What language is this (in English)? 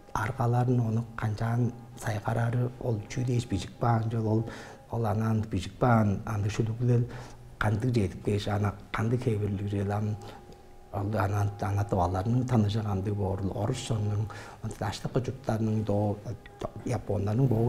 Tuvinian